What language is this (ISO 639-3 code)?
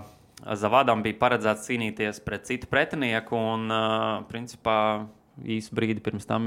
lav